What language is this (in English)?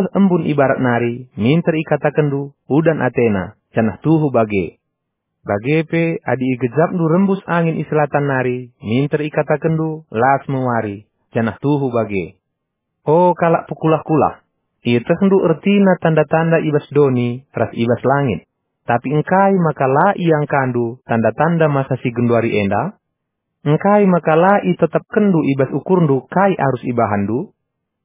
Batak Karo